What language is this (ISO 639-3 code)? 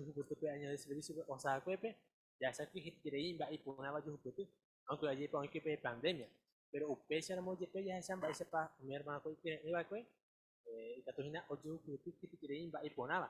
grn